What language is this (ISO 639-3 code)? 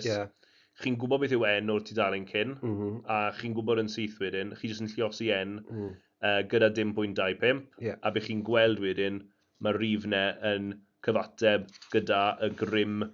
cym